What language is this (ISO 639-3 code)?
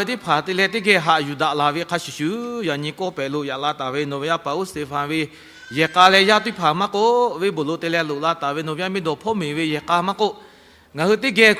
lhu